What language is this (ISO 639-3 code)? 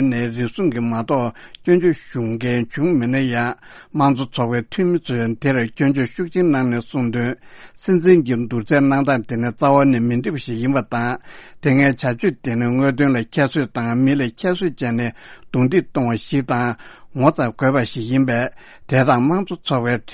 bod